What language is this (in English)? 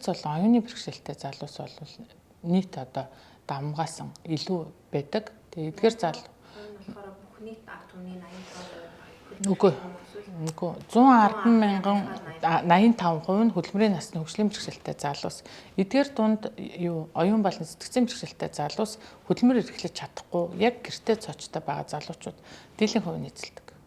Mongolian